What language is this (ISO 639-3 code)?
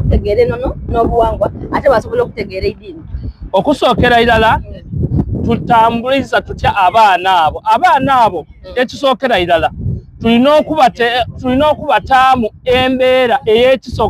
xog